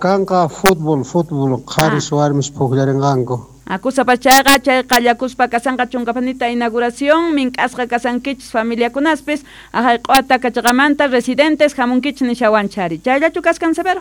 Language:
South Bolivian Quechua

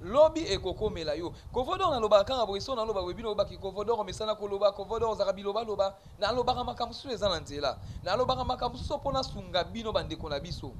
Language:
Lingala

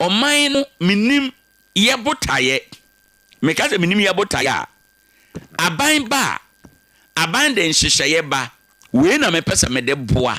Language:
Akan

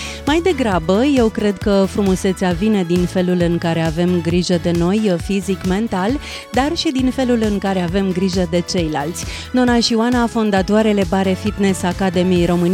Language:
Romanian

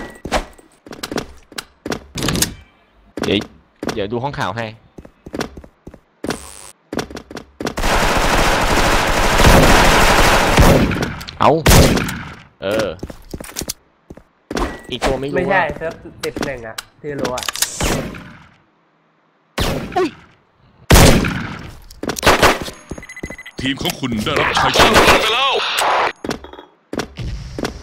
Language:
Thai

